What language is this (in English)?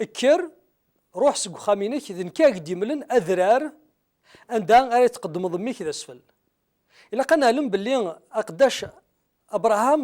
Kabyle